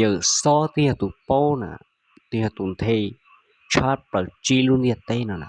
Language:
Hmong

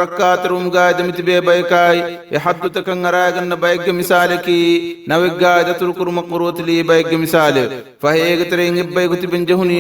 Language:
Divehi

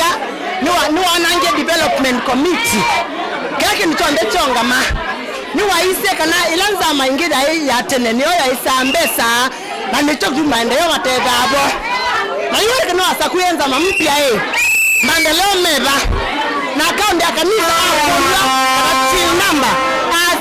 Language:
Kamba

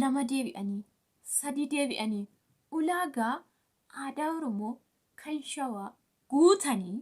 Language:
Oromo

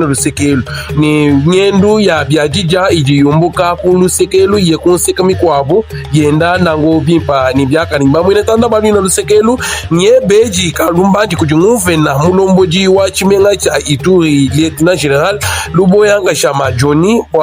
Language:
Luba-Lulua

